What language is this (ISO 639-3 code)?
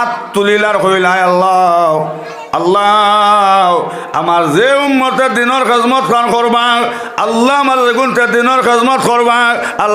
syl